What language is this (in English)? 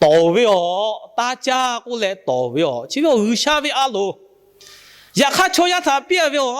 Lahu